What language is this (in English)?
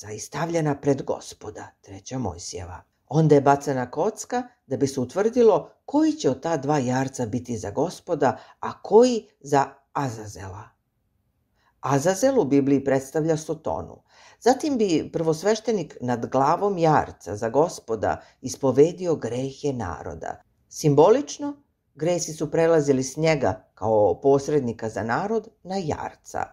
Serbian